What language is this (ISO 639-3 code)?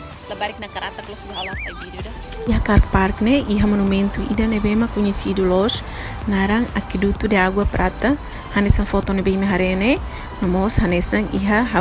tet